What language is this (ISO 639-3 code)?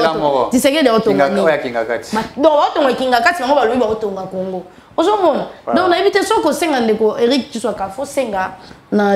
fra